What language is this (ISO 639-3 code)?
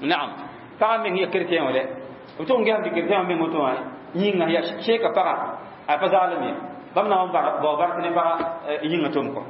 mos